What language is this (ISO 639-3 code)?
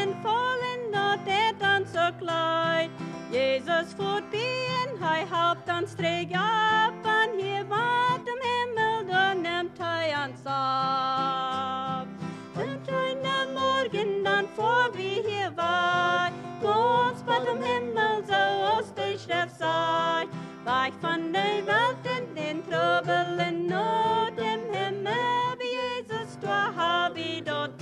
pdt